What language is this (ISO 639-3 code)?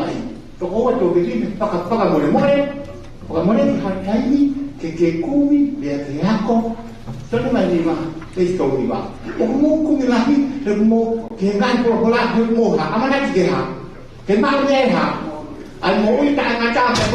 ton